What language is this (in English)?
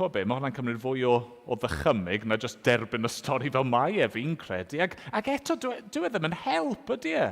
Welsh